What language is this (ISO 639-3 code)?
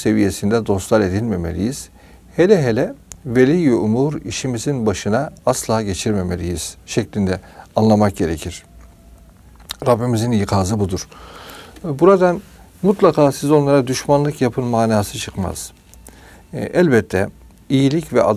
tur